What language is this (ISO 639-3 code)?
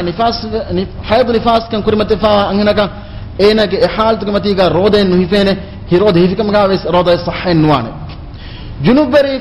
div